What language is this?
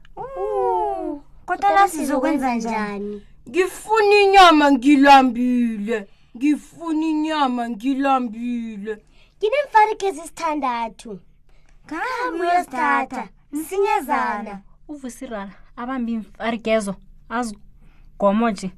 South Ndebele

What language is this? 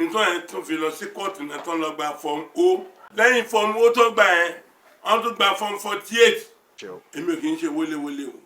Yoruba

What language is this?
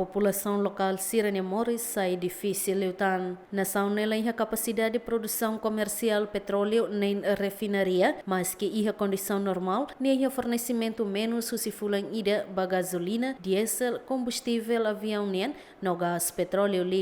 Tetum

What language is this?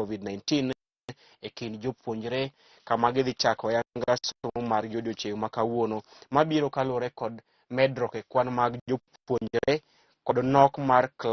Luo (Kenya and Tanzania)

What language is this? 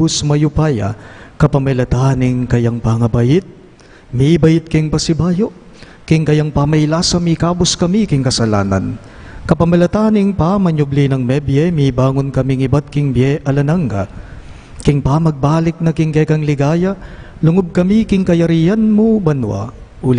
Pampanga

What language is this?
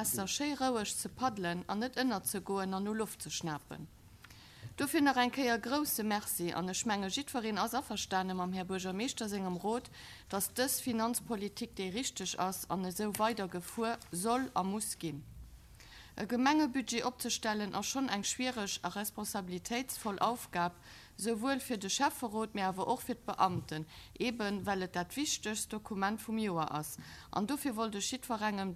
Luxembourgish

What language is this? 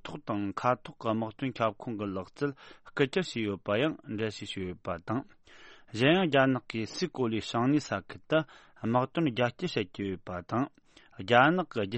Tibetan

